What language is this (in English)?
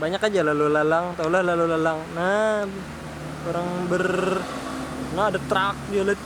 Banjar